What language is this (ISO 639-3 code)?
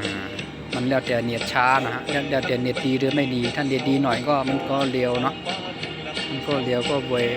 shn